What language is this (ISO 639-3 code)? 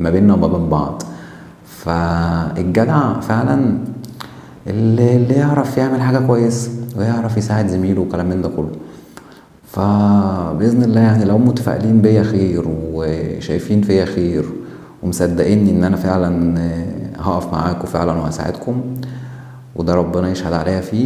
arz